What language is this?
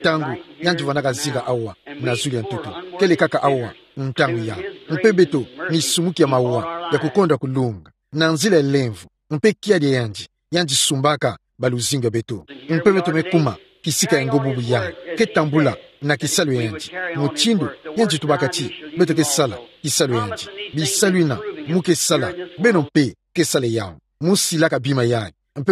Kituba (Democratic Republic of Congo)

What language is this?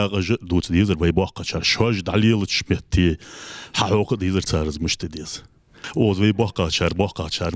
Ingush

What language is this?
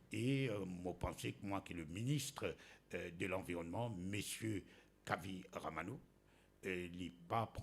Morisyen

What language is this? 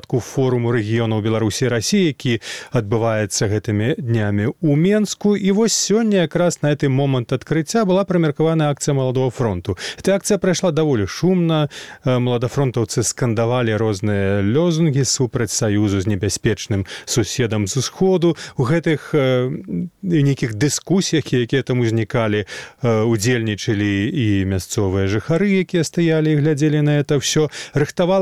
Belarusian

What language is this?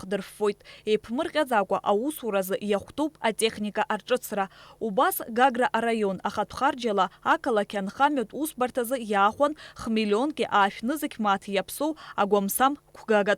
Abkhazian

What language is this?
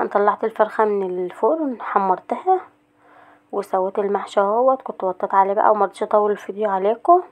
Egyptian Arabic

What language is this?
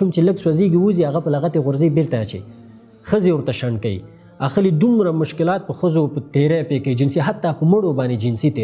Pashto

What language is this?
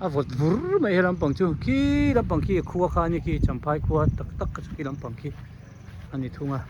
Hmar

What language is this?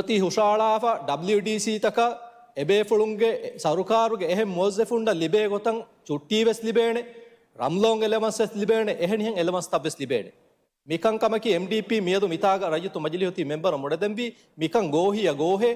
Divehi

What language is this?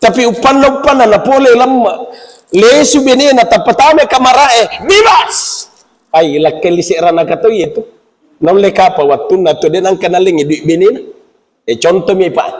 Buginese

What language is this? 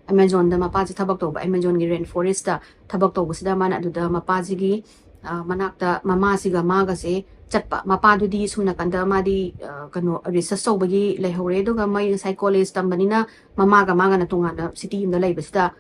Manipuri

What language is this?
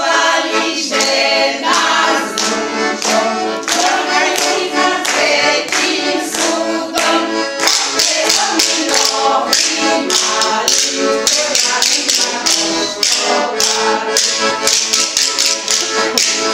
Slovak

